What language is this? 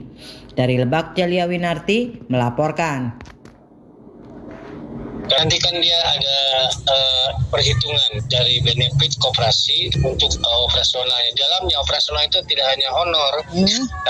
Indonesian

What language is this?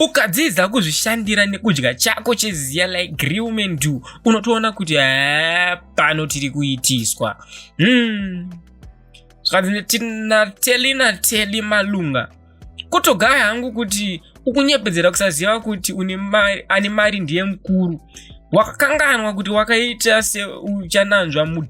Shona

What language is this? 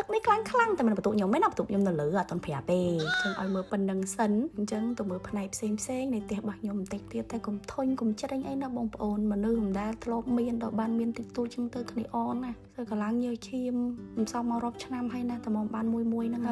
Khmer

